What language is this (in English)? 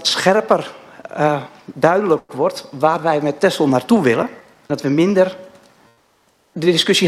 Dutch